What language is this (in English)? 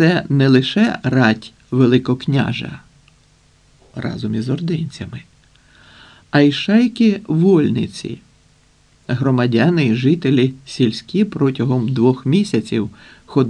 Ukrainian